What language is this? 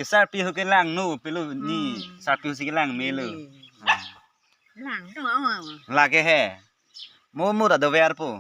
Karbi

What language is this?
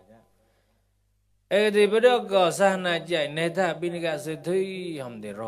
Mon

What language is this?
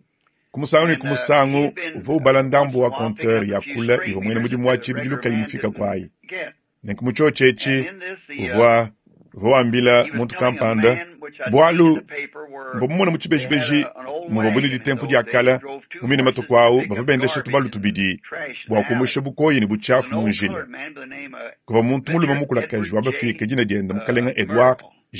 Luba-Lulua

